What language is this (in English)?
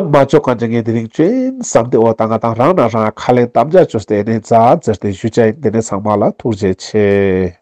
Ladakhi